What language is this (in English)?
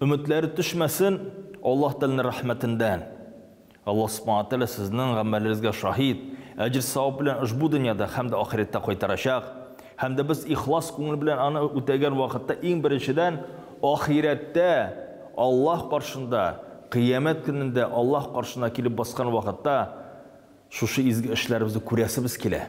Tatar